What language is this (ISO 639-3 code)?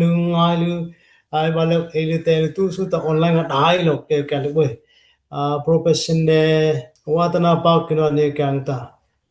dis